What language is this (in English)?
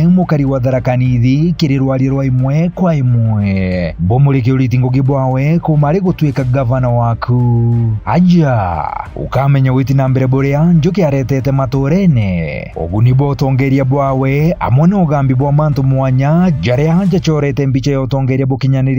Meru